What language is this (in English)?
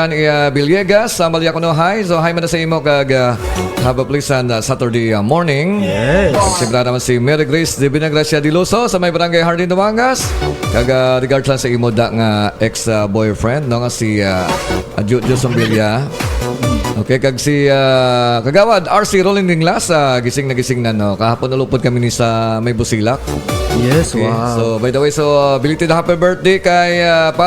Hiligaynon